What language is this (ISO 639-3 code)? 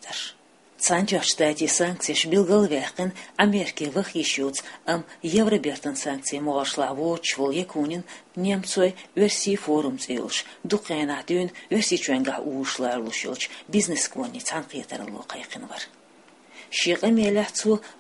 che